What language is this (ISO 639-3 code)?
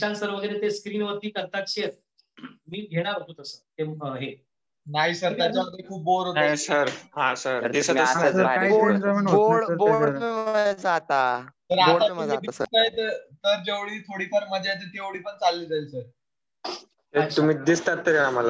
mar